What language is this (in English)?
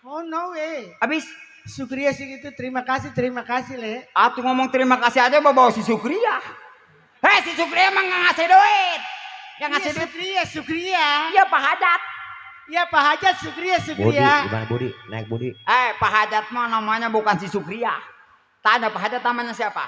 Betawi